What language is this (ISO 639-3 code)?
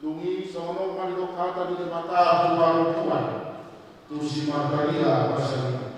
bbc